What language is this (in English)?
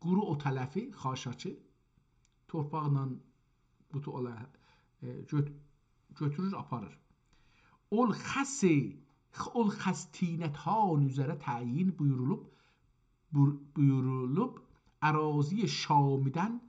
South Azerbaijani